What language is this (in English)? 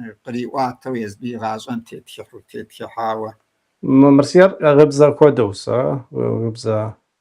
Kabardian